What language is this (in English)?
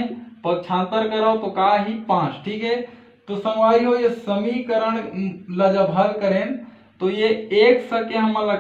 Chhattisgarhi